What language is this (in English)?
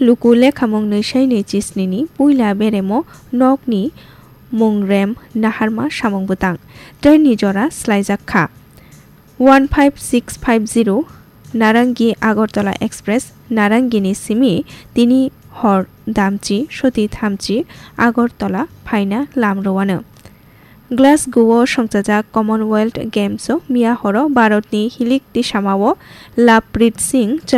Kok Borok